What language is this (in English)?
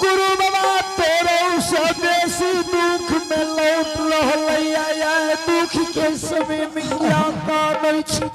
Angika